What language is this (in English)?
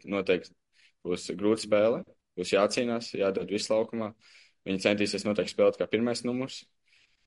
Latvian